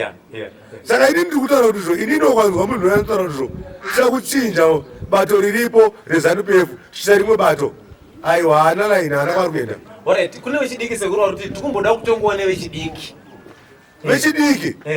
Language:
Shona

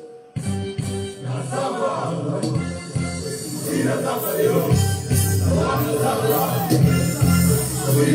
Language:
Swahili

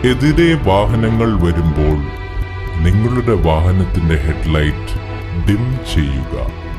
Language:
Malayalam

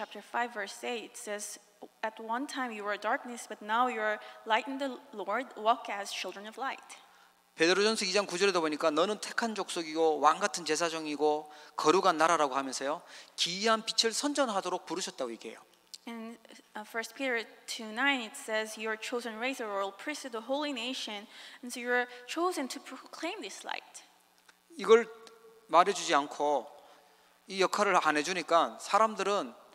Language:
Korean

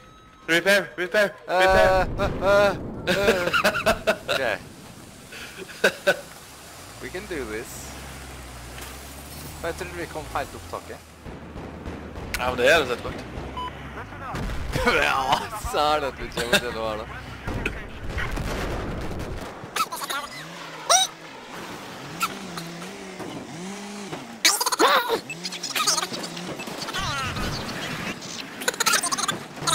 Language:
Norwegian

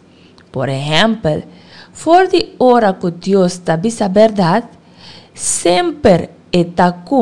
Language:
Papiamento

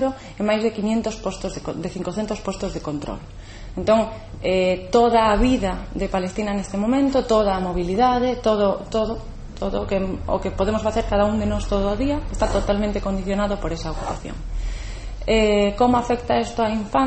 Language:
Galician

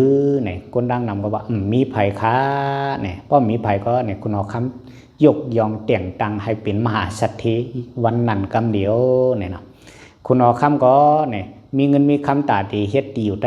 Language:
Shan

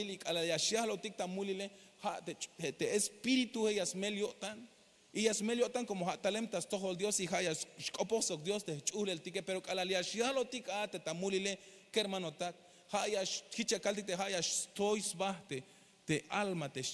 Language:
Tzeltal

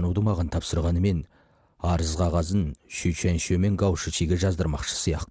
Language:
Kazakh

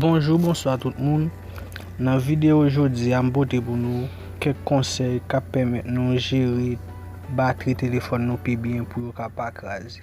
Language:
Haitian Creole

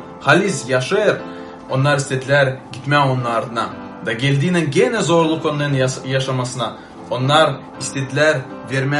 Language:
Gagauz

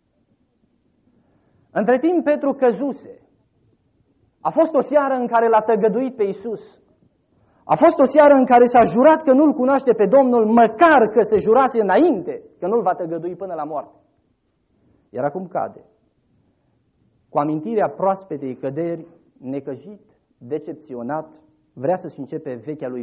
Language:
Romanian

